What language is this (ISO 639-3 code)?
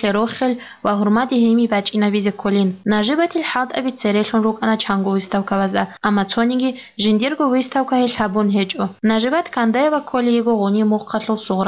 ava